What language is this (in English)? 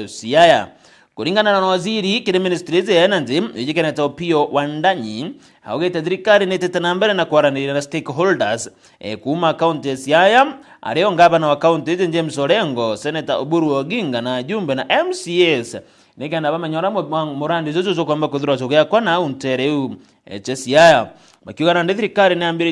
Meru